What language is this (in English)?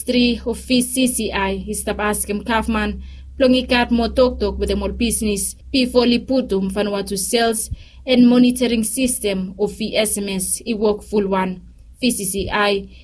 Bislama